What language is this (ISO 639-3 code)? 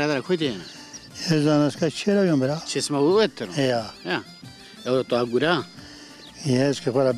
zza